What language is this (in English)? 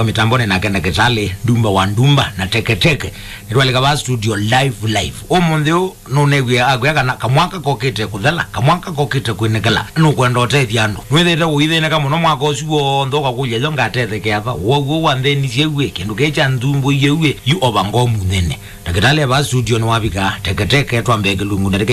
Kamba